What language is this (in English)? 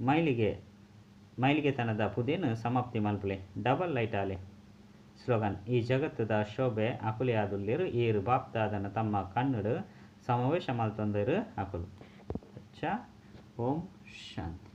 Tulu